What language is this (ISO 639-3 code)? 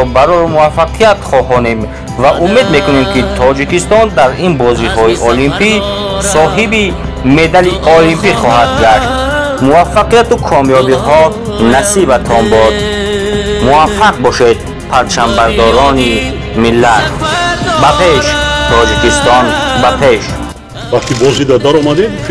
tgk